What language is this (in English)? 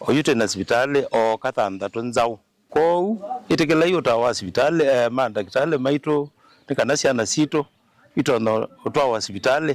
Kamba